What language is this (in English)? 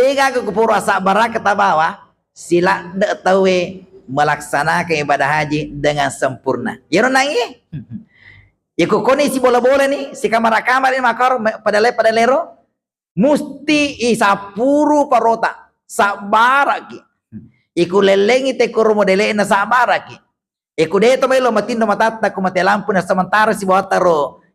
Buginese